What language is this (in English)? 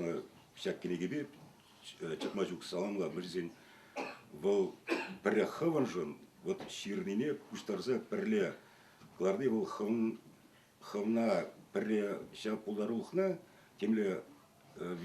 Chuvash